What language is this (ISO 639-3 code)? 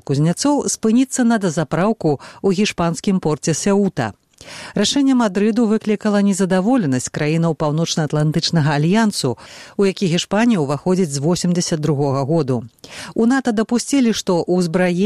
bel